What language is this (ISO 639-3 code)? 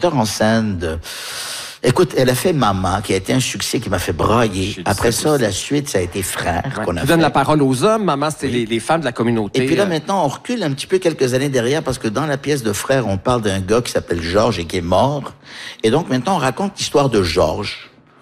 fra